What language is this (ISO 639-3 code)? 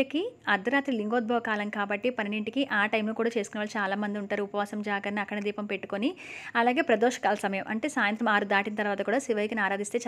tel